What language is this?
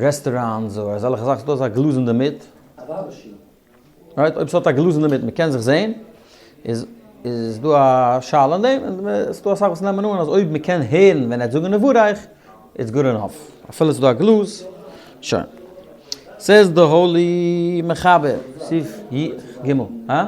Yiddish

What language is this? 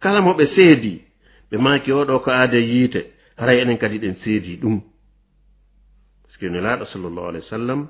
Fula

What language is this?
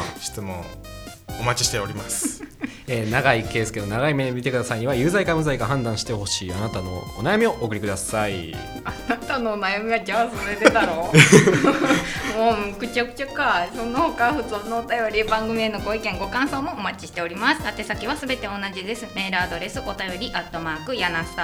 Japanese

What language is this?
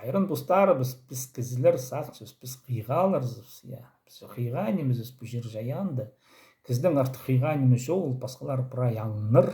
Khakas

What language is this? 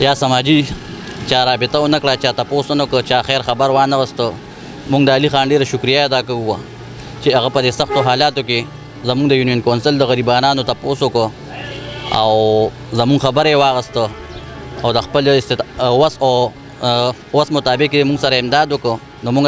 Pashto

